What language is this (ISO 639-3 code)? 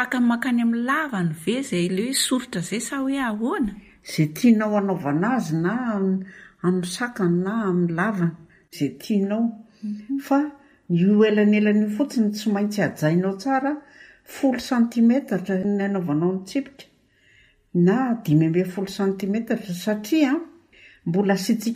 mlg